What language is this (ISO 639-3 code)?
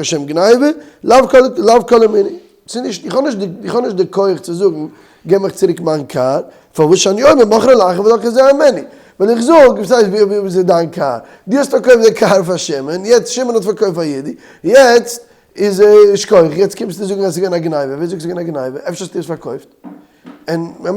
yid